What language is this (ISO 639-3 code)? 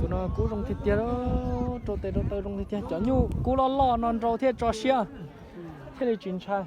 hmn